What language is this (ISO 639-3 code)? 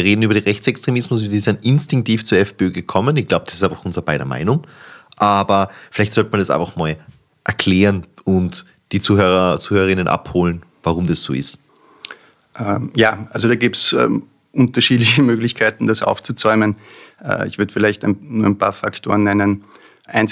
deu